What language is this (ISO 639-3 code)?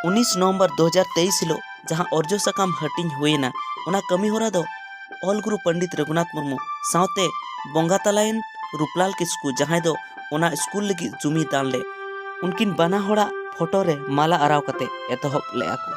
sat